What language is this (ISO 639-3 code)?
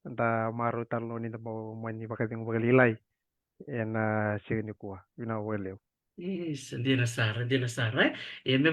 fij